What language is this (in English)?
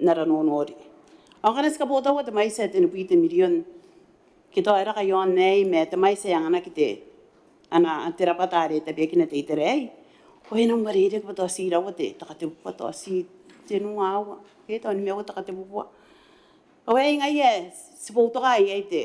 Gilbertese